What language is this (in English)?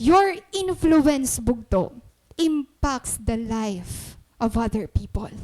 Waray